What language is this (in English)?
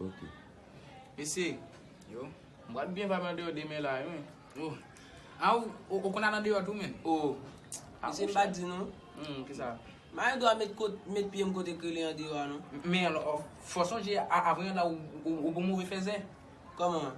Haitian Creole